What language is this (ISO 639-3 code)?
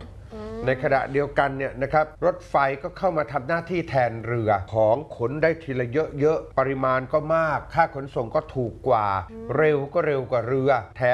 tha